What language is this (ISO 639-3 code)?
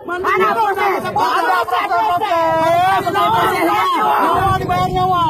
ace